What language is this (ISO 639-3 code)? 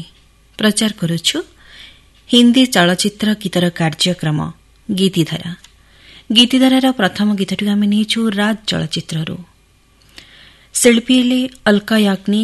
ori